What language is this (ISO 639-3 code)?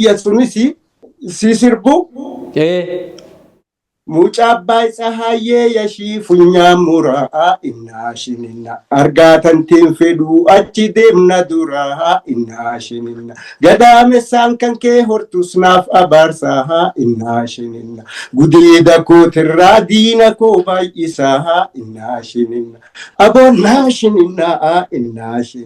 orm